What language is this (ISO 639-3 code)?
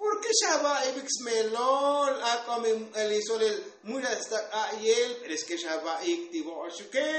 tzo